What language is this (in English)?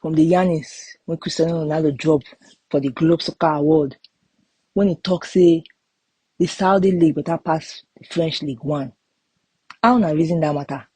Nigerian Pidgin